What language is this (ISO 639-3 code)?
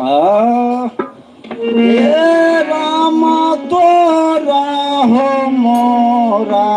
mag